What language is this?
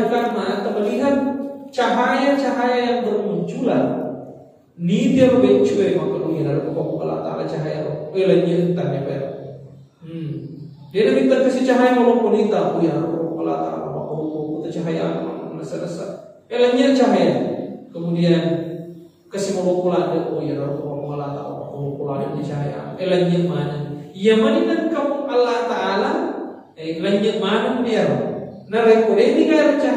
Buginese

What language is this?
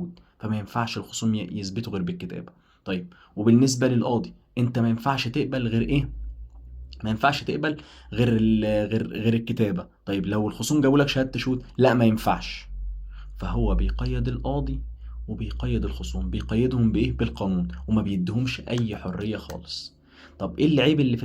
Egyptian Arabic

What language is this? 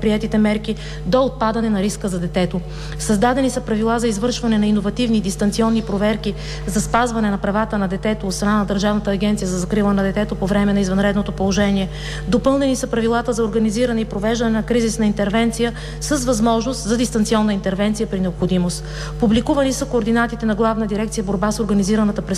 Bulgarian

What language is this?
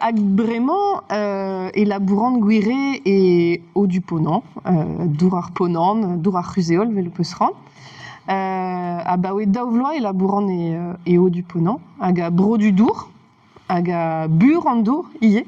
Breton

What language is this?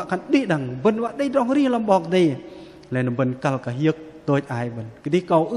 Bahnar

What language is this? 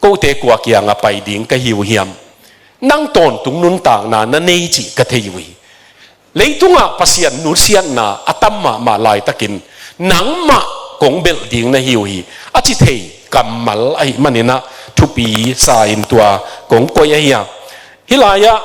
Tedim Chin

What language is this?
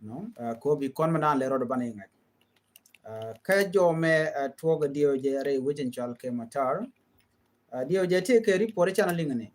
Nuer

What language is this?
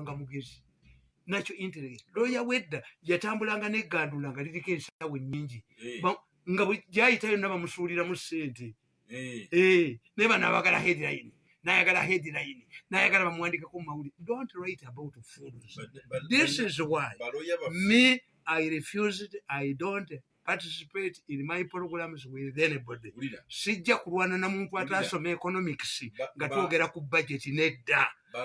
Ganda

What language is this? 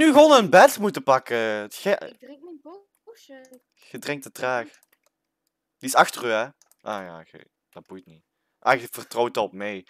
Dutch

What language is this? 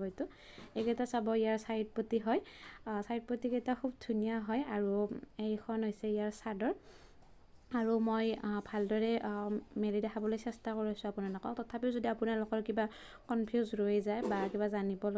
Assamese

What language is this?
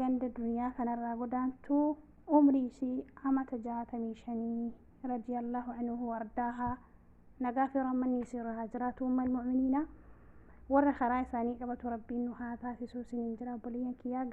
Oromo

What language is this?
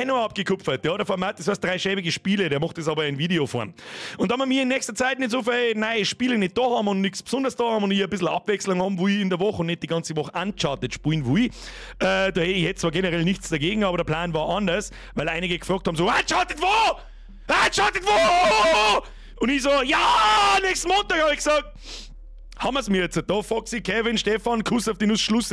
Bavarian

